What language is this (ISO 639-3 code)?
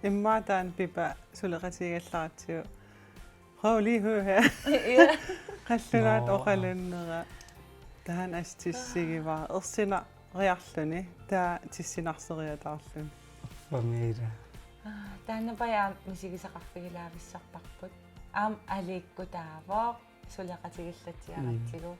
kal